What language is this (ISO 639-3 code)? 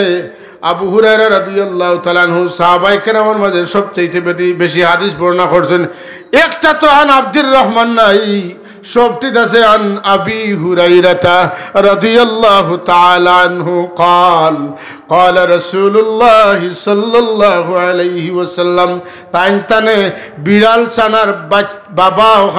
syl